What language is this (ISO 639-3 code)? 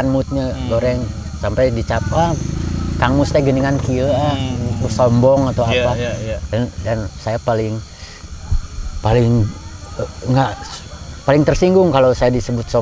ind